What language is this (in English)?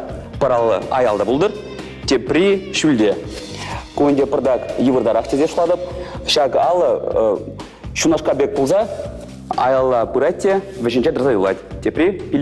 Chuvash